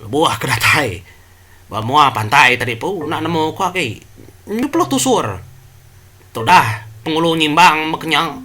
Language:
Iban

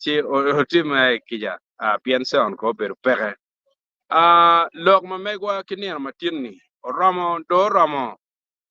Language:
Acoli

